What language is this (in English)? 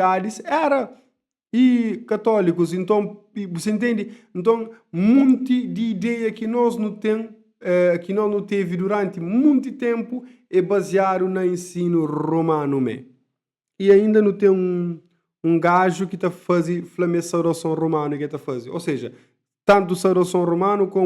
Kabuverdianu